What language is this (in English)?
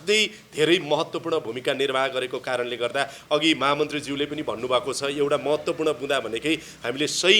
Nepali